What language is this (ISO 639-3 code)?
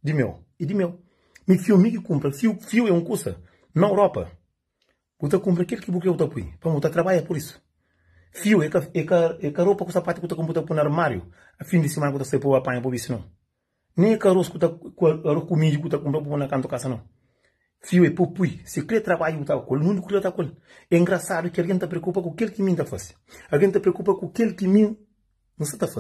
kea